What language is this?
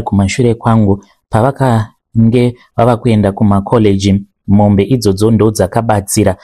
Shona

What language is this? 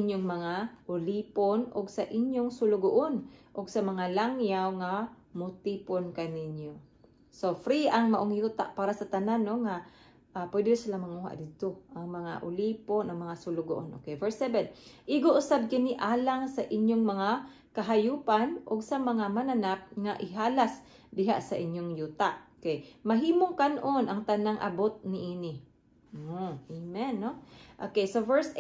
Cebuano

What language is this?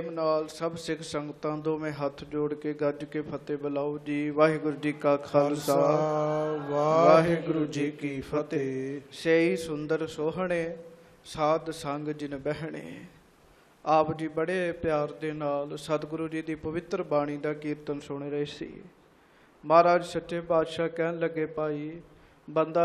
Punjabi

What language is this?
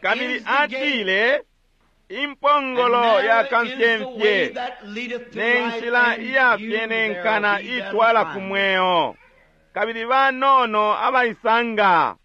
Bemba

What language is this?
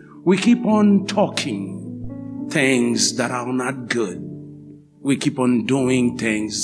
Haitian Creole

